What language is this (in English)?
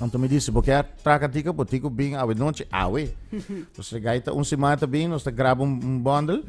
Papiamento